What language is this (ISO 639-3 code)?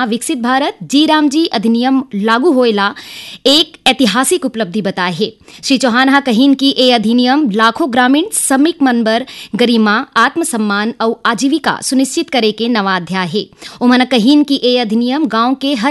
hne